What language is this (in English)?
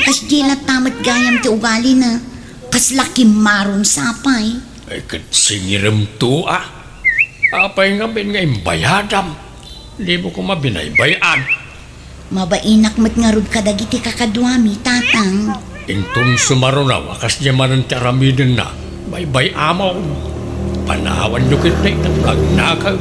Iloko